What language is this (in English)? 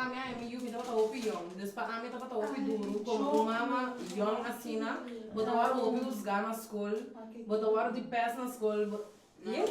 Papiamento